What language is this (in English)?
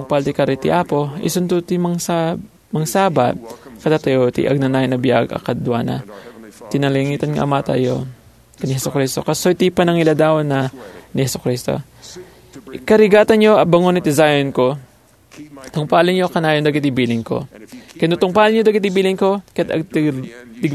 Iloko